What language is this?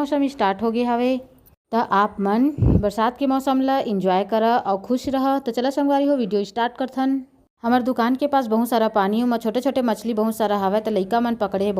Chhattisgarhi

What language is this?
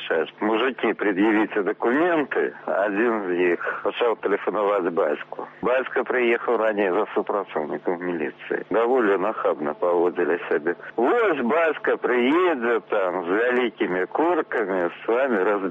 Belarusian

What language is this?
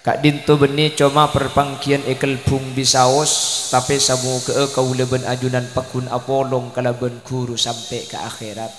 Madurese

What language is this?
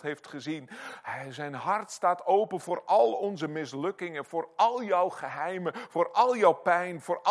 Dutch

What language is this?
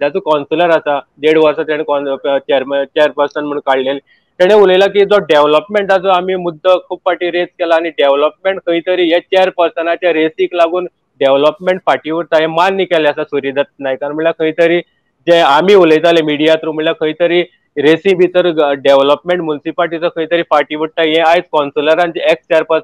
Konkani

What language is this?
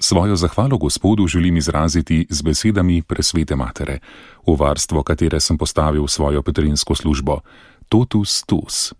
Slovenian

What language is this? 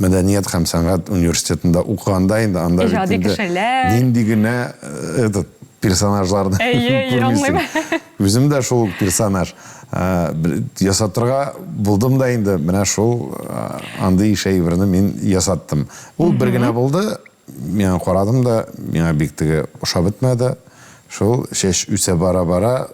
Tatar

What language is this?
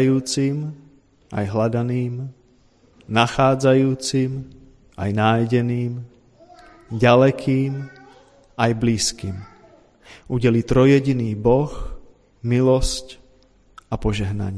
Slovak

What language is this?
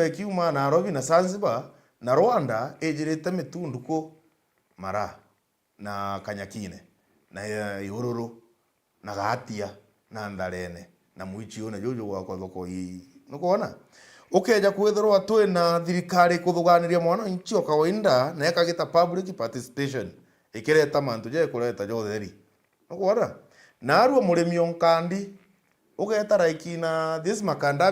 Meru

